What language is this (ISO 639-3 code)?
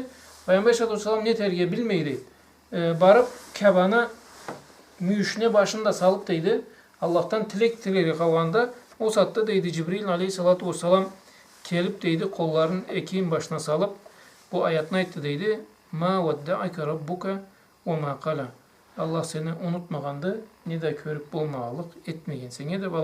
krc